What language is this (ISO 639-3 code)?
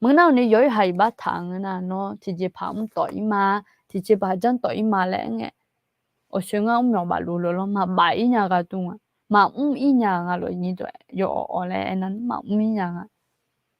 ahk